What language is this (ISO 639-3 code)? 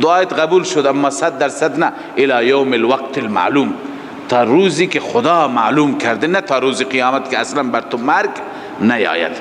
fas